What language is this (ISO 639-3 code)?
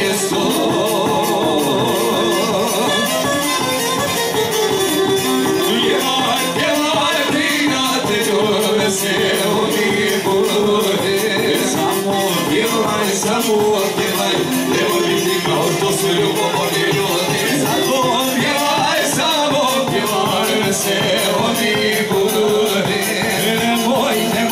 hrv